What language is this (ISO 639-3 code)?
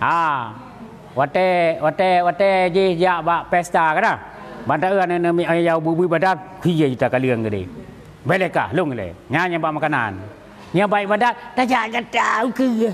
ace